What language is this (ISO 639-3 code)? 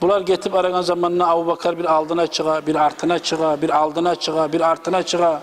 kum